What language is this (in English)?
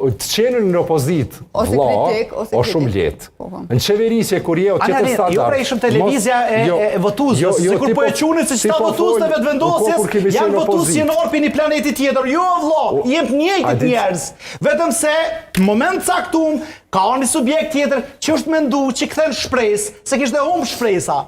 Albanian